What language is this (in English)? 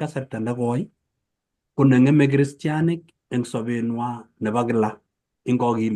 Kalenjin